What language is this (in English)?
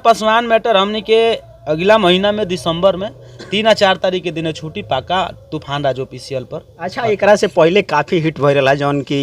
Bhojpuri